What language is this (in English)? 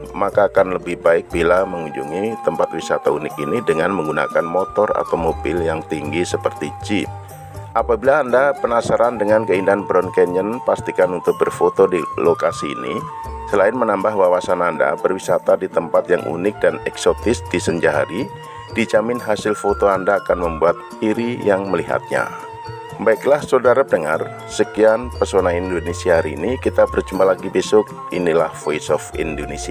Indonesian